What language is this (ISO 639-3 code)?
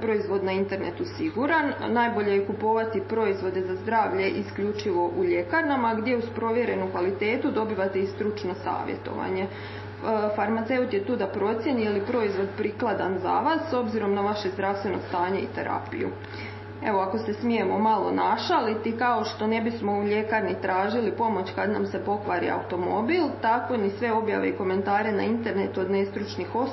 hrv